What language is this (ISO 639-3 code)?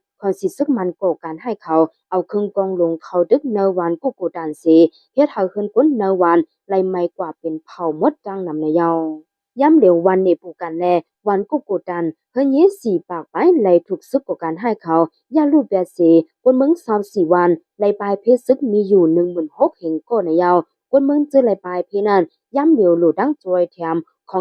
shn